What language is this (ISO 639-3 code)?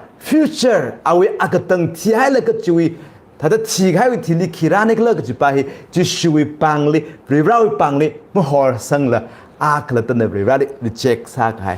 nmf